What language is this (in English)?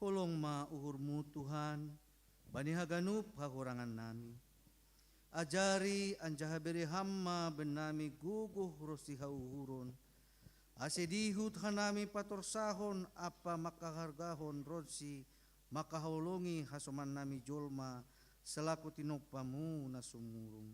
Batak Simalungun